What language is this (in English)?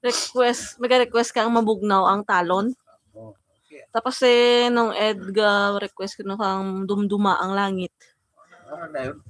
Hiligaynon